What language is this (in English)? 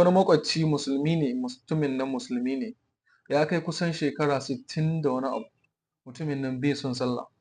Hausa